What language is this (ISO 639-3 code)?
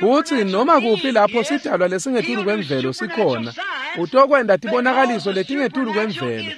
ssw